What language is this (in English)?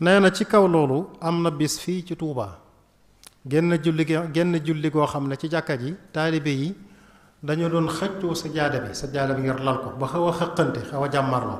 Wolof